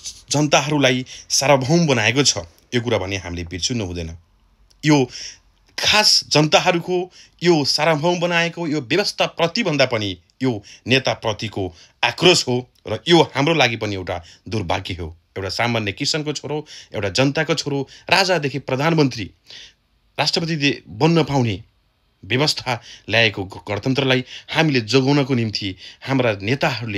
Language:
Nepali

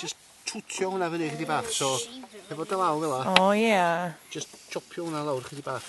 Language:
Welsh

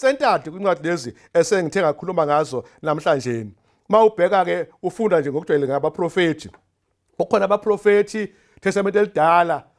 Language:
Zulu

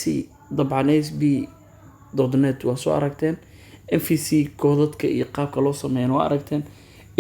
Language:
Somali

